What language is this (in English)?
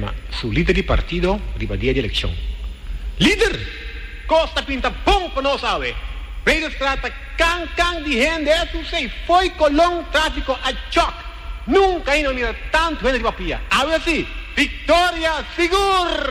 Papiamento